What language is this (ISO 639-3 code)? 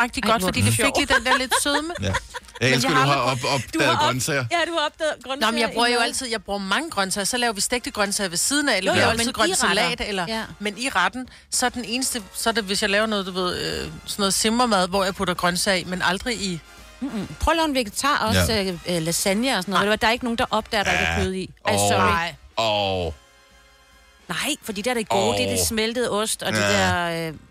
dan